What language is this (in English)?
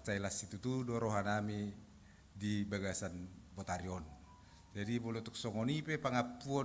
Batak Toba